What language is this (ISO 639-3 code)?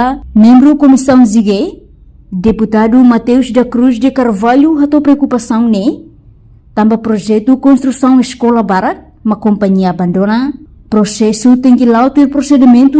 tet